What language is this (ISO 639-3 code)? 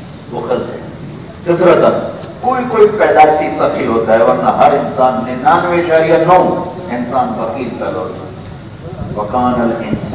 urd